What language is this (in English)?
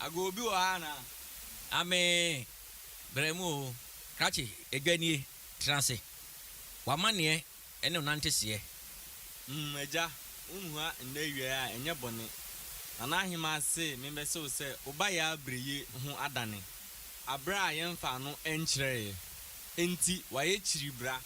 Akan